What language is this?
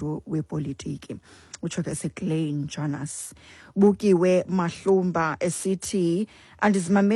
Xhosa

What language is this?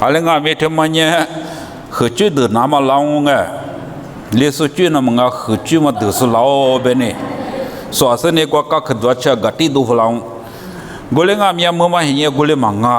Lisu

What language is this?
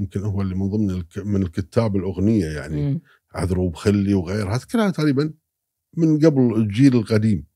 Gulf Arabic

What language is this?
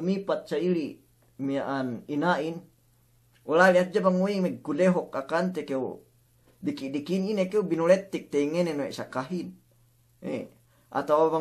Yakan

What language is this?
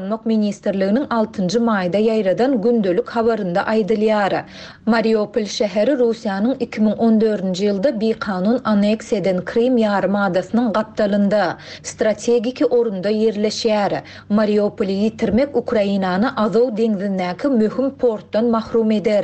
Turkmen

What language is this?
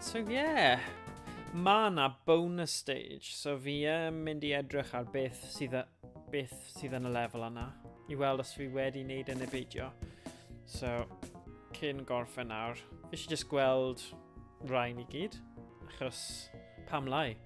Welsh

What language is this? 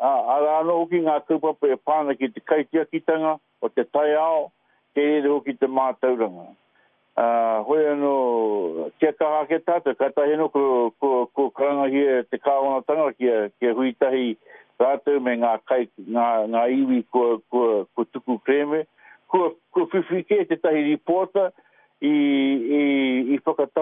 Māori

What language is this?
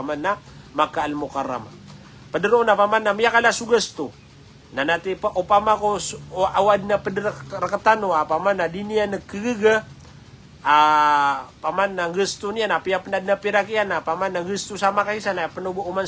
Maranao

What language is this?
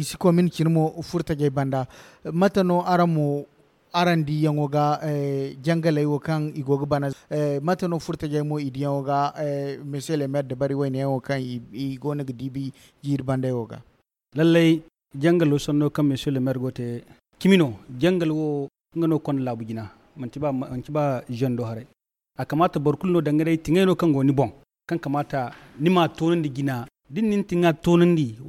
Zarma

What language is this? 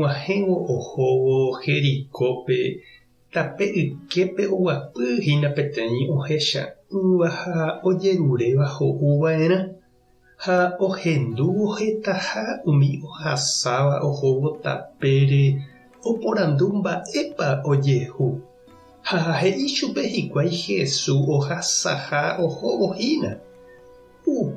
Guarani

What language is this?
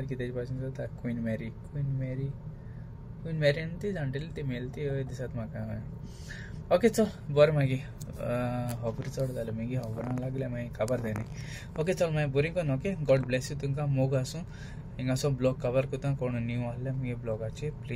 Konkani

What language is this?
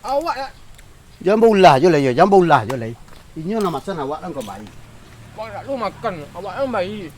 Minangkabau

